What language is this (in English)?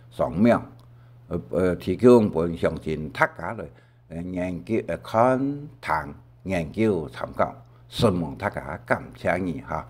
Hakka Chinese